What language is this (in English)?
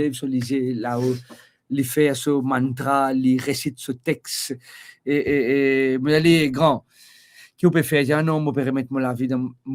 Morisyen